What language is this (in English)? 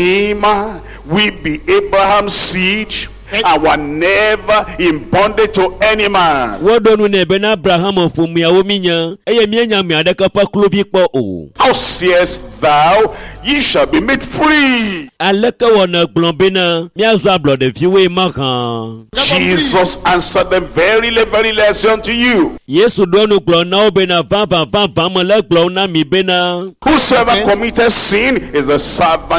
Ewe